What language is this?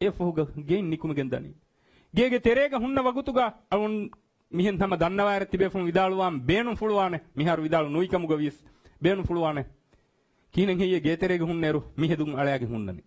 Divehi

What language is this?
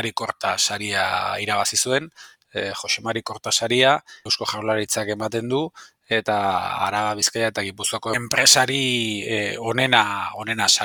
Basque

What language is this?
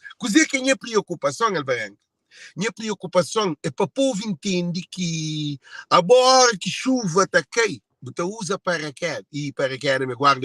Kabuverdianu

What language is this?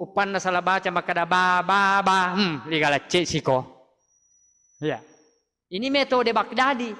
Buginese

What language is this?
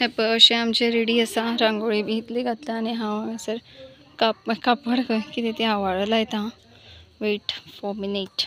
Konkani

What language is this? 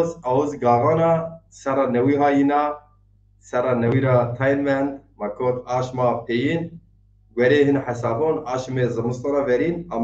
Zaza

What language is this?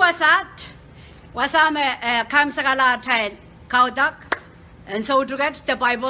Pohnpeian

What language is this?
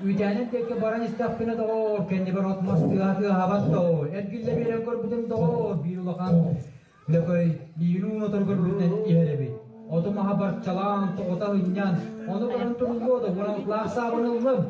Yakut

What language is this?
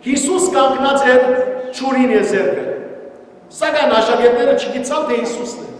Western Armenian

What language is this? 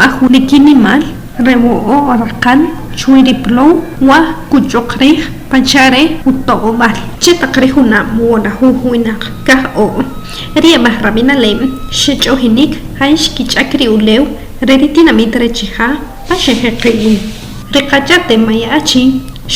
Achi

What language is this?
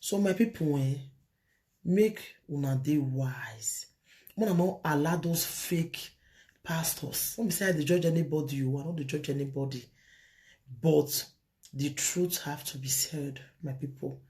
Nigerian Pidgin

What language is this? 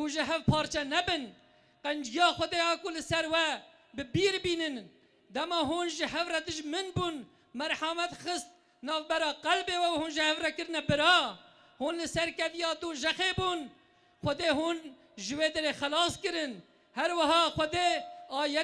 Kurdish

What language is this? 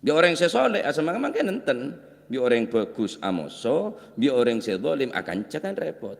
Madurese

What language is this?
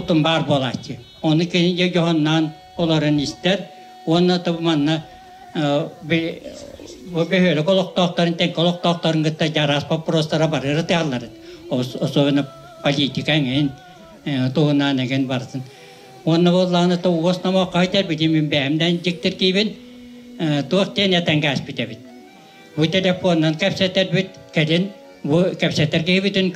Yakut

